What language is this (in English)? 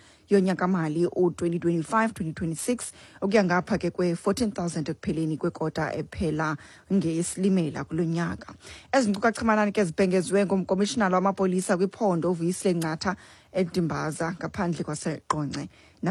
Xhosa